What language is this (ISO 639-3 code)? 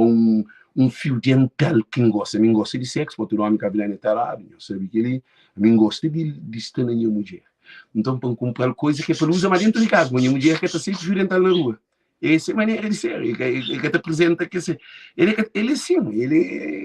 kea